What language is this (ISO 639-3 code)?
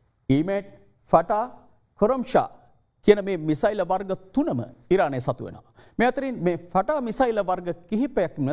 sin